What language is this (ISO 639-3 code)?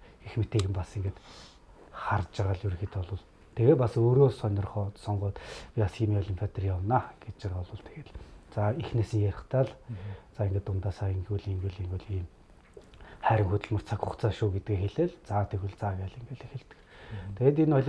mon